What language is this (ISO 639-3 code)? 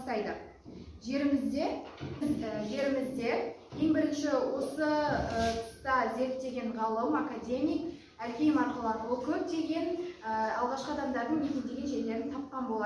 kaz